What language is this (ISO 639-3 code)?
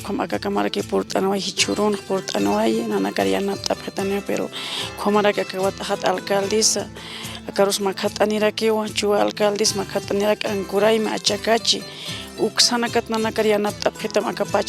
aym